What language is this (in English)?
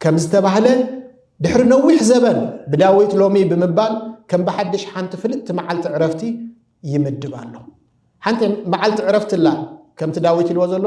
Tigrinya